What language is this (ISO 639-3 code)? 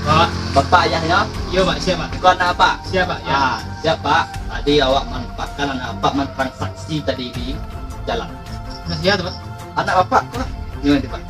min